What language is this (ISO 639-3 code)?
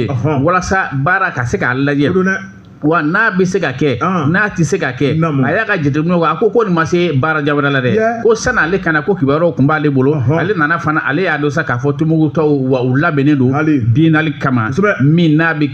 bam